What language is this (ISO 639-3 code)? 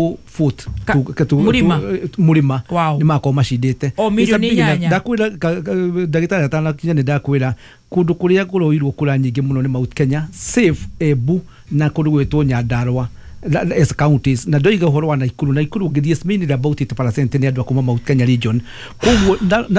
kik